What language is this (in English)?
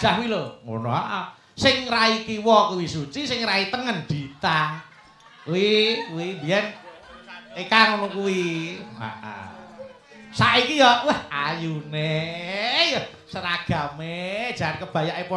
Javanese